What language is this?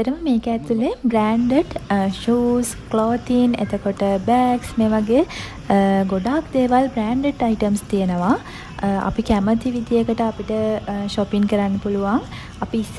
Sinhala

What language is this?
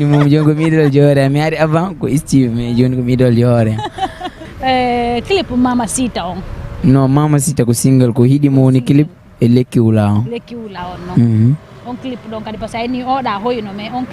Fula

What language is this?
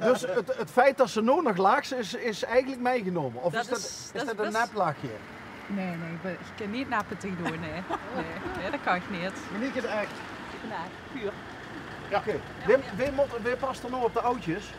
Limburgish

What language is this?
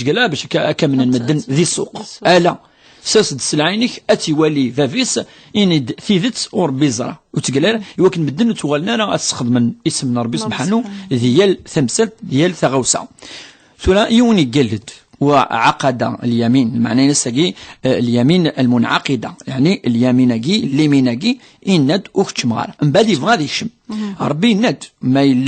Kabyle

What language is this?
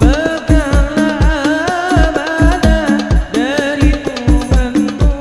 Banjar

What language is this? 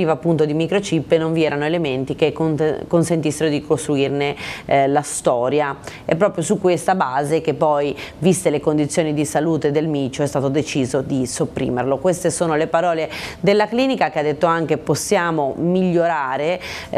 Italian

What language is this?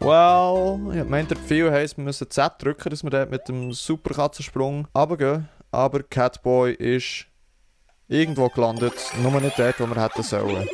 Swiss German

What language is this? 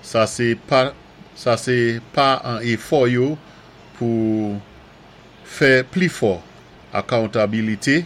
Saint Lucian Creole French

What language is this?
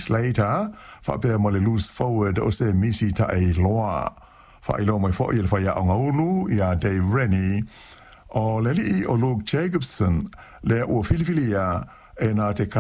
Samoan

